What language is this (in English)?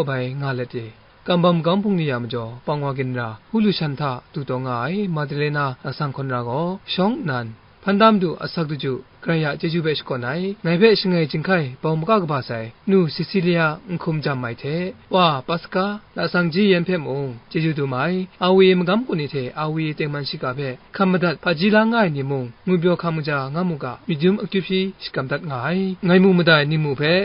Kachin